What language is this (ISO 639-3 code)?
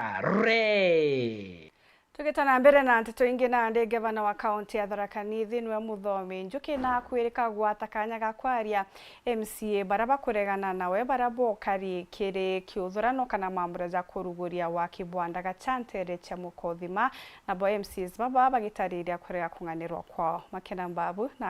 mer